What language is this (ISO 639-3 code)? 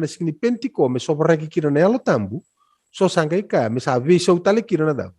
fij